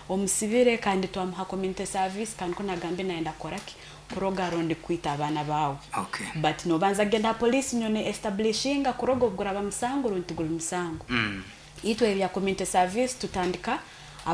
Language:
Nyoro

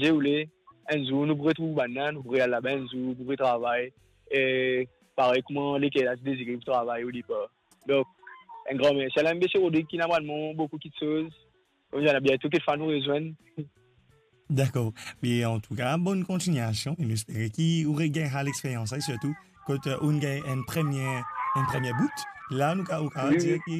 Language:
Morisyen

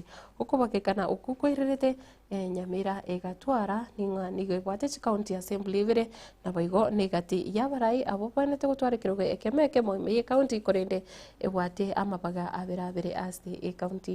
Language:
Gusii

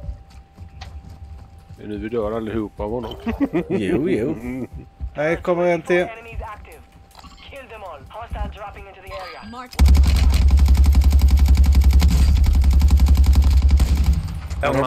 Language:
Swedish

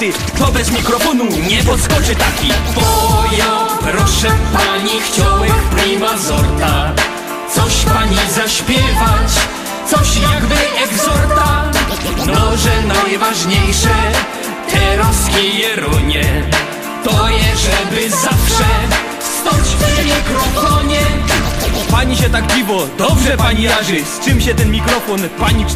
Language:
Silesian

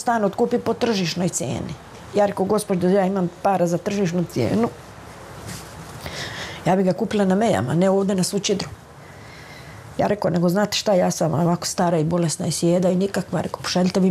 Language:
Croatian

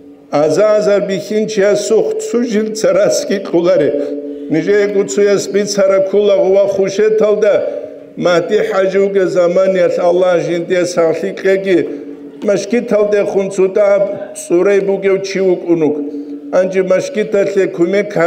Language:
Avaric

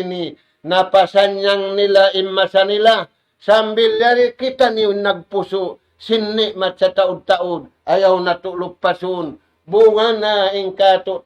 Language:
Tausug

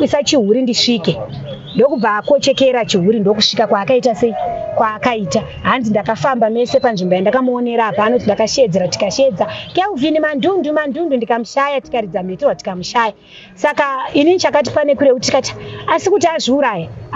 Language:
Shona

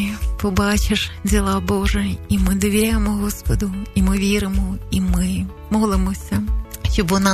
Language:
Ukrainian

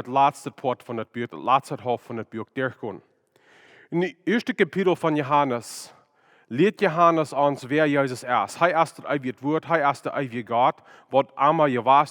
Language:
Plautdietsch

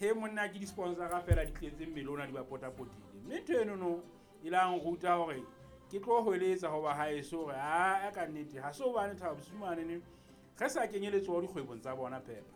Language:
Southern Sotho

